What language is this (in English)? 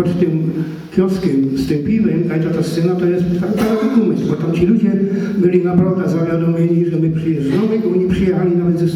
Silesian